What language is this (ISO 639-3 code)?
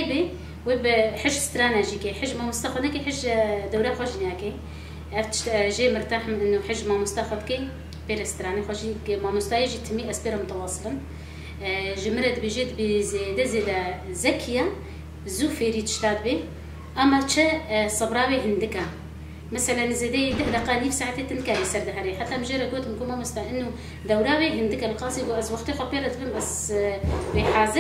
kur